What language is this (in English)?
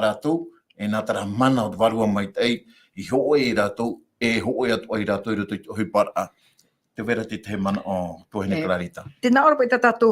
Tahitian